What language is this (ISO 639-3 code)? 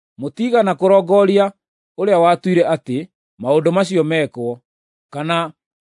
kik